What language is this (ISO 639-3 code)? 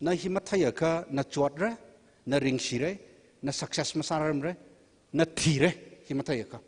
nmf